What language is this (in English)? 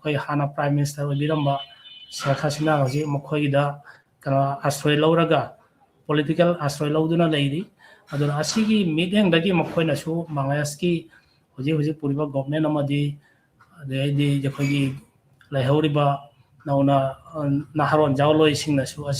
Manipuri